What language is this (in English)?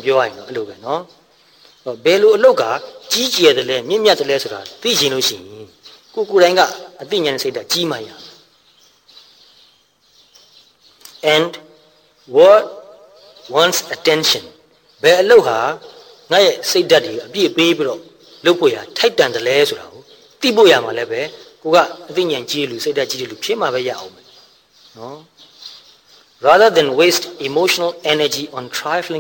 Burmese